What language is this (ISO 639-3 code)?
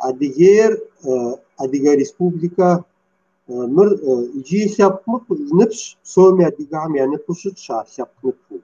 kbd